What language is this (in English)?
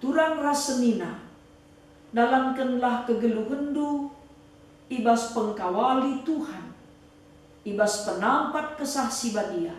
Batak Karo